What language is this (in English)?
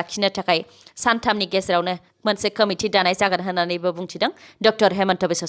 Bodo